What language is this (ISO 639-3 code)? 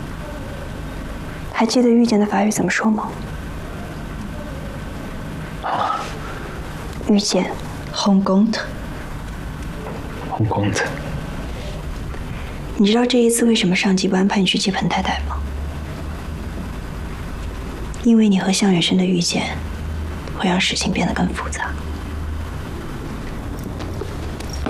zho